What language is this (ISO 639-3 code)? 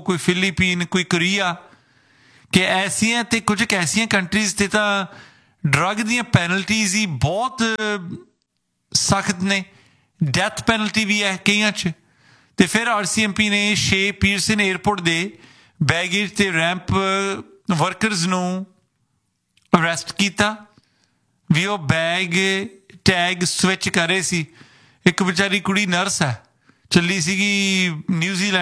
pan